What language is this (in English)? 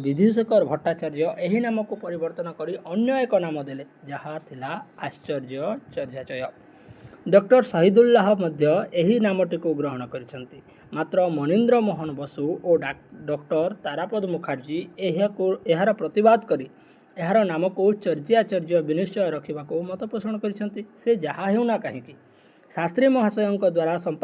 Odia